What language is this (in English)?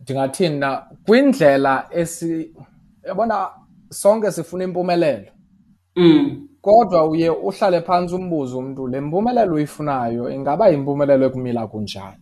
Xhosa